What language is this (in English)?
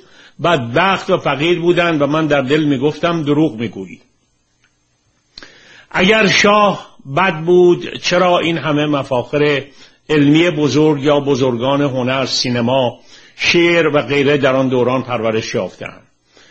Persian